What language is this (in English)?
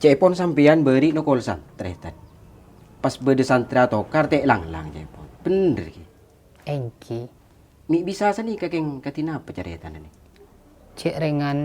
Madurese